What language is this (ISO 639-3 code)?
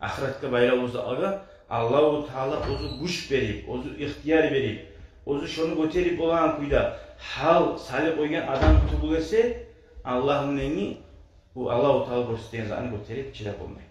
kum